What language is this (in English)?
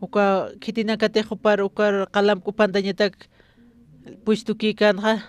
Aymara